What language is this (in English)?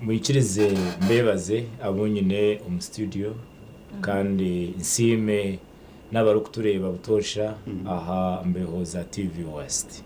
Nyankole